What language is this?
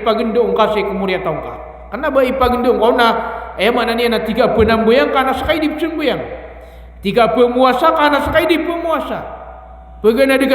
Maranao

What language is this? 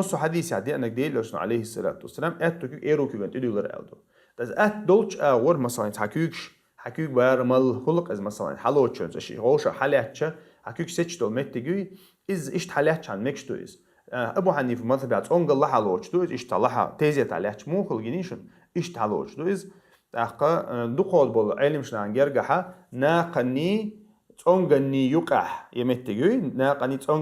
Chechen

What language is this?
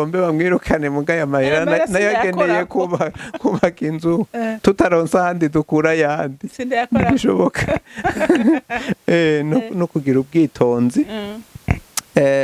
Rundi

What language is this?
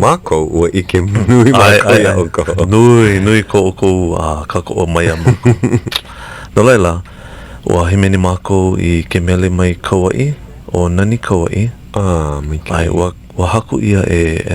Hawaiian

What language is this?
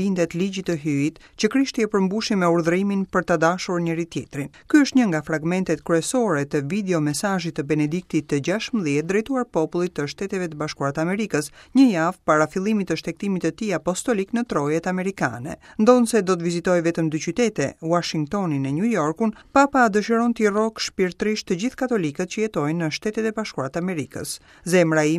Albanian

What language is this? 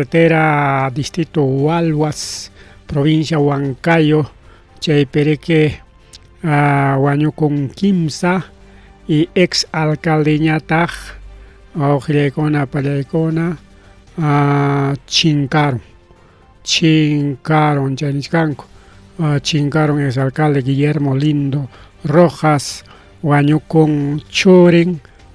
Ayacucho Quechua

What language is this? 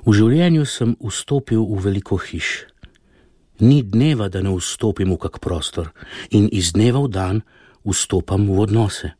Slovenian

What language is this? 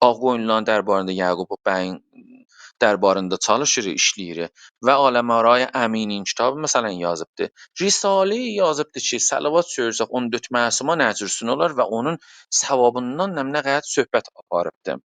South Azerbaijani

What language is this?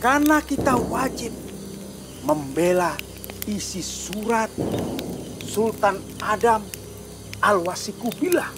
Banjar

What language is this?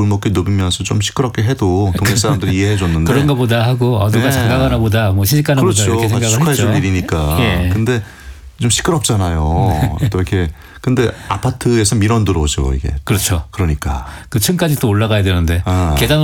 Korean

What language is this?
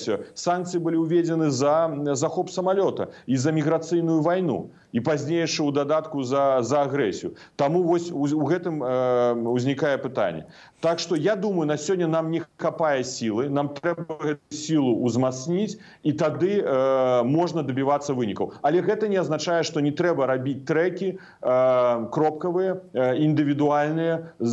Belarusian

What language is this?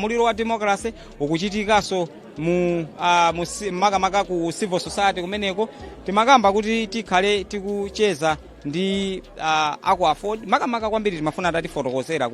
Nyanja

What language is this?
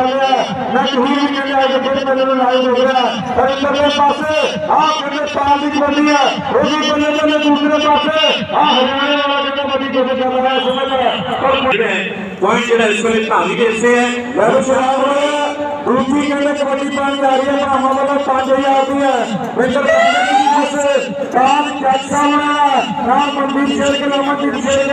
Punjabi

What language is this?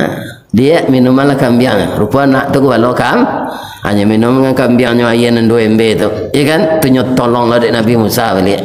Minangkabau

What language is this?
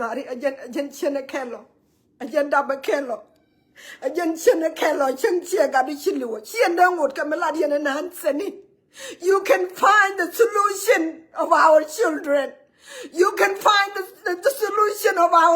Nuer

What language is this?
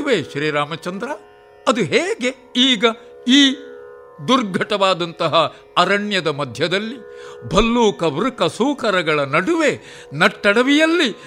Kannada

